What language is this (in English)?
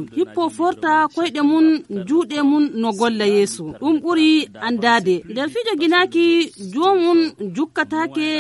Nigerian Fulfulde